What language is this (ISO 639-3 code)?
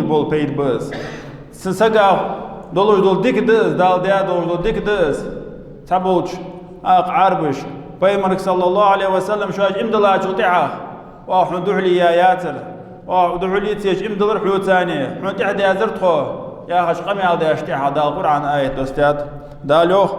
inh